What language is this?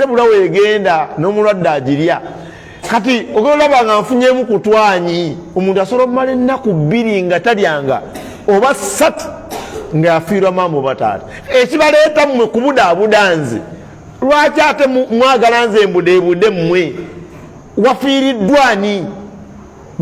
Ganda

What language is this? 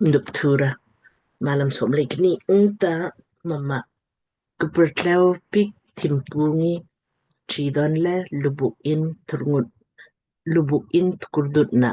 Lamkang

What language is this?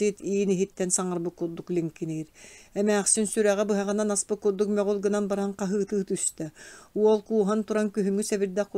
Yakut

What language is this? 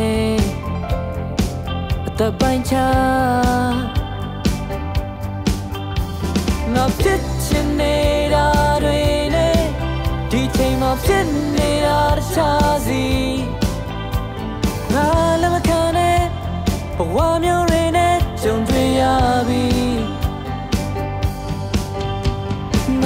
Burmese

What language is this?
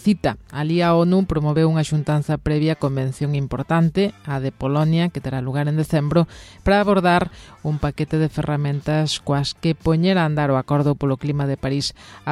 Galician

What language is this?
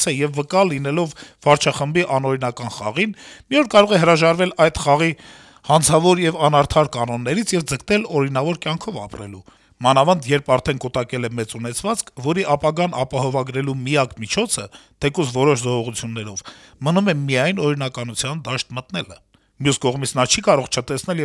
Armenian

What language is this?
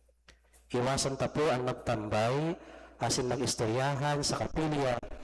Bikol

